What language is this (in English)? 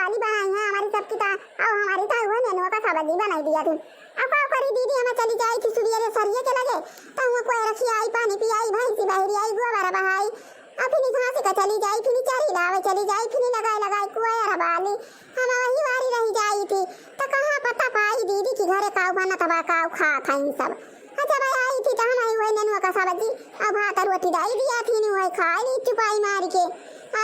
Awadhi